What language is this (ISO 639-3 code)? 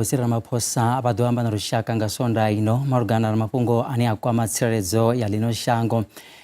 ven